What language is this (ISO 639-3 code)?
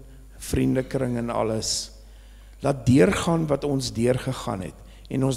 afr